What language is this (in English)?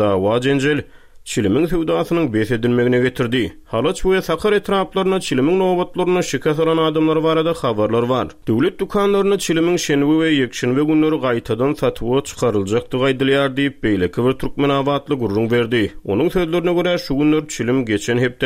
Turkmen